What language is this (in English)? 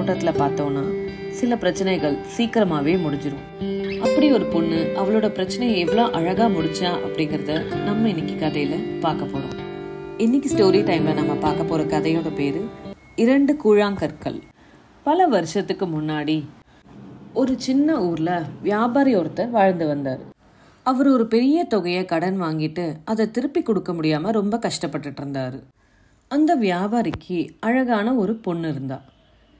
Tamil